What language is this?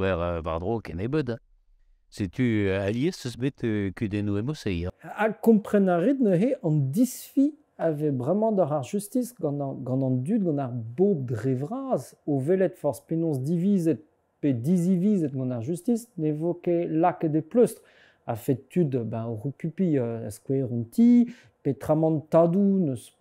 Breton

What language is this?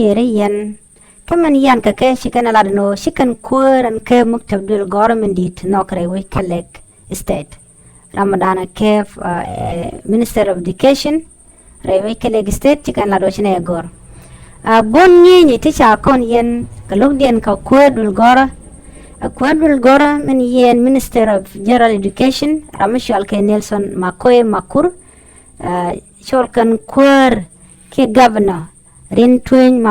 Nuer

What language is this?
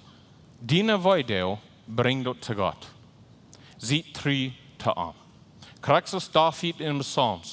Plautdietsch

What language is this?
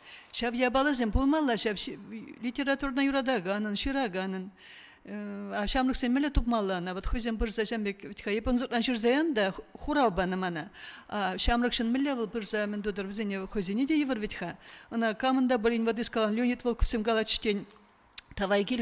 Chuvash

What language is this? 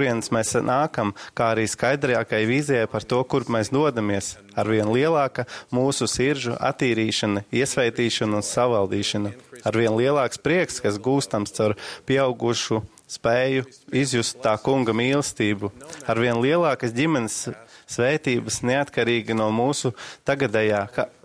Latvian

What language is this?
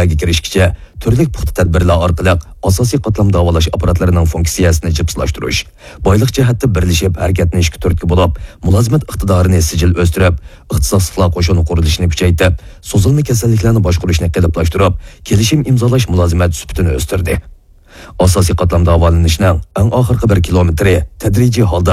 Uyghur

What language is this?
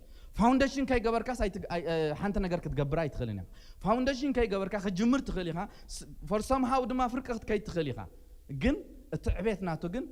Tigrinya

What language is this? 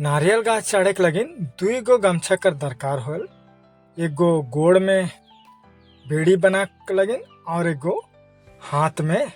Sadri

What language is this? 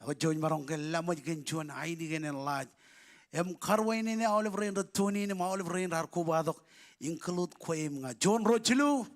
Marshallese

